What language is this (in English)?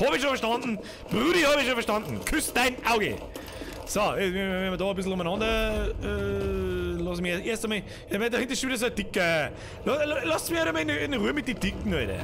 Bavarian